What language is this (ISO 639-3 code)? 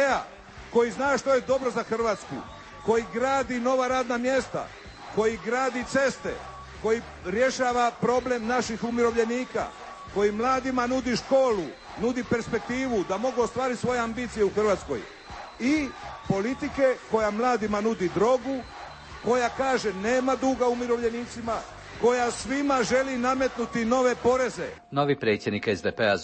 hrv